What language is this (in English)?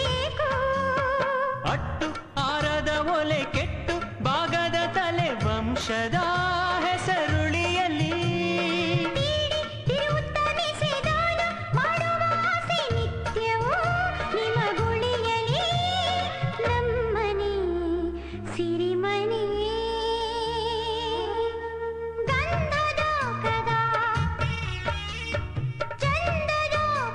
Kannada